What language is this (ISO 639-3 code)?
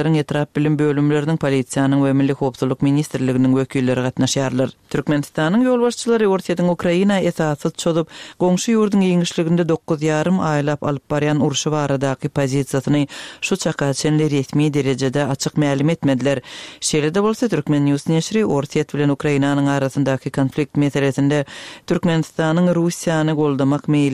tuk